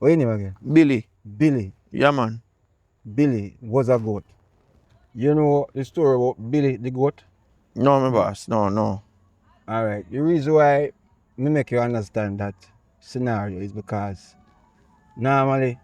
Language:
Jamaican Creole English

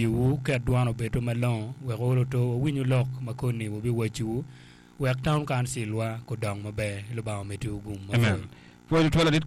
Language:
Acoli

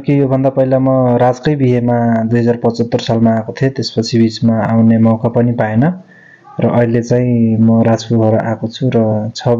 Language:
Nepali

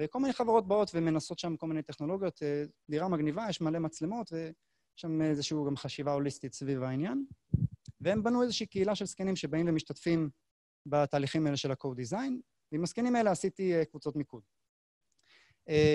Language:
Hebrew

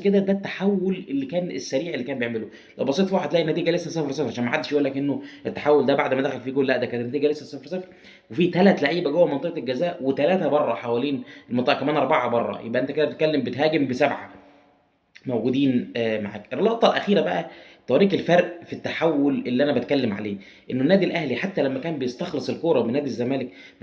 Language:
Egyptian Arabic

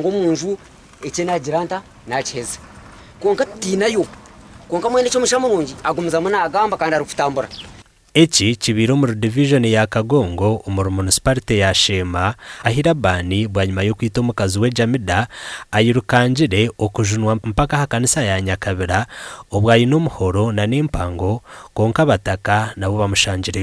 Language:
Nyankole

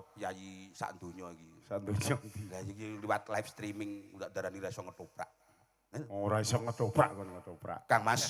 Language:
Javanese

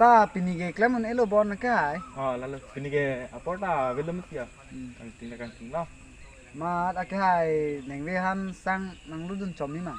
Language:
Karbi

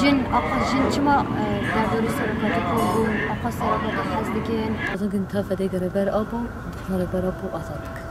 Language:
Kurdish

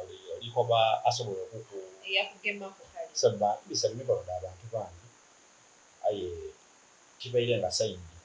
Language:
Soga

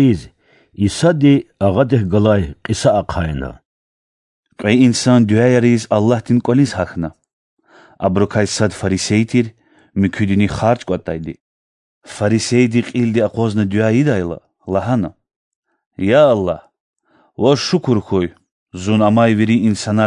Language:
Lezghian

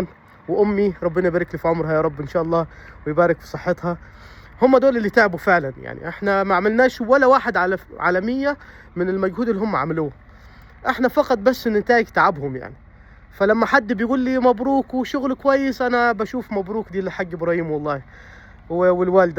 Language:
Egyptian Arabic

